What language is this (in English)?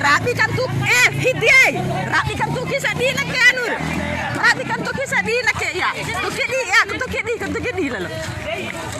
Bima